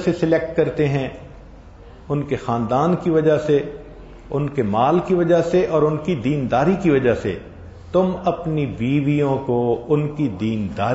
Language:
Urdu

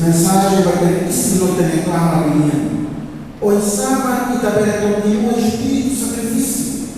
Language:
Tetum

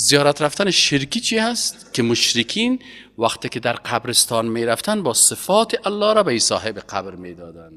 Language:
Persian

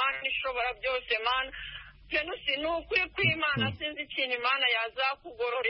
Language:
Kinyarwanda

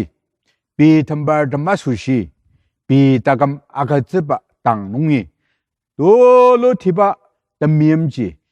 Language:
Ao Naga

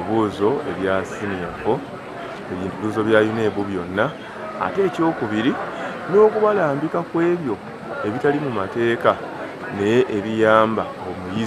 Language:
Ganda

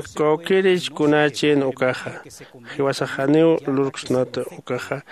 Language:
Aymara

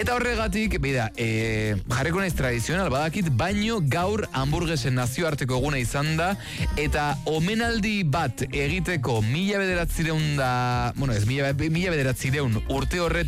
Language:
Basque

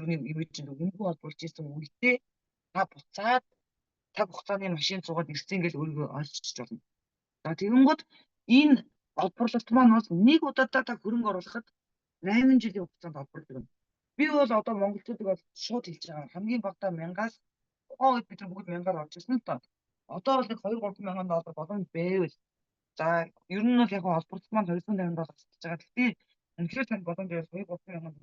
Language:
Mongolian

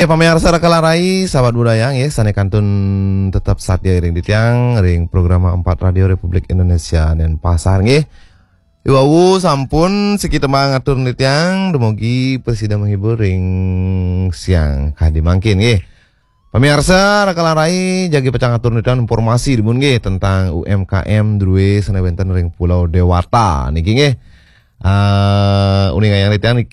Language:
Balinese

